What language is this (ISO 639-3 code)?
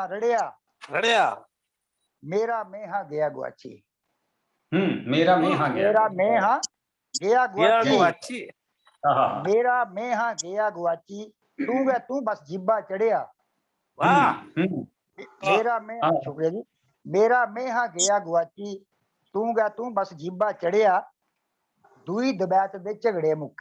doi